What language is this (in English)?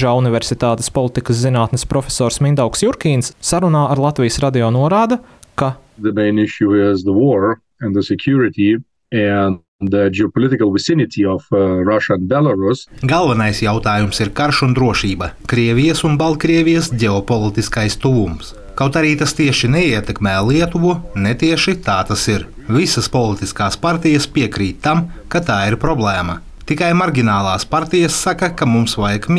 Latvian